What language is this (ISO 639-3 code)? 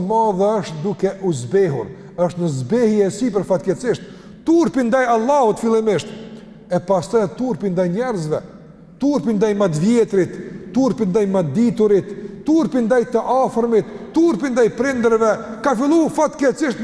sqi